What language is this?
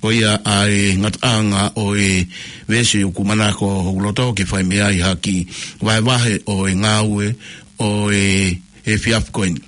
Tongan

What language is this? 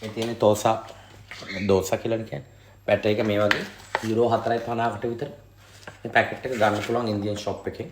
Sinhala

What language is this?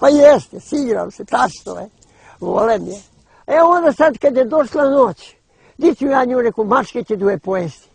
Bosnian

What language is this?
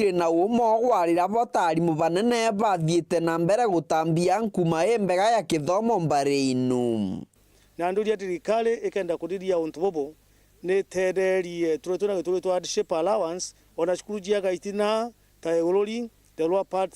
Meru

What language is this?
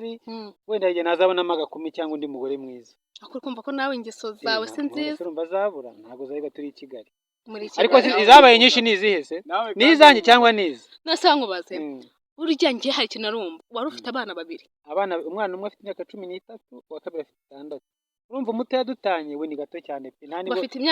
Kinyarwanda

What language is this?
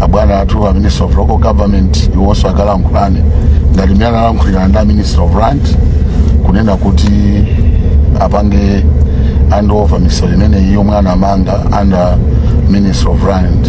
Nyanja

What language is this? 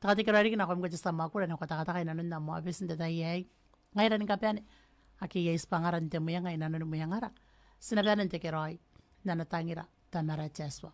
Gilbertese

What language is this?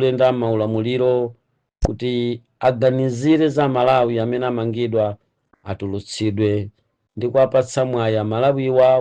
Nyanja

